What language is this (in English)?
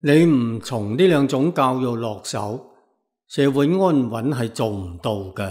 Cantonese